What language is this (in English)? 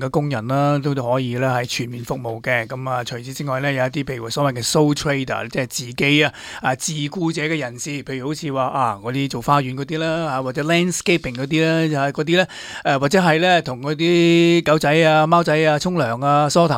Cantonese